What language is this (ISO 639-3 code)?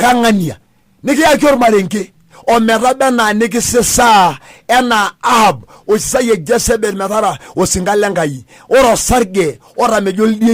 mas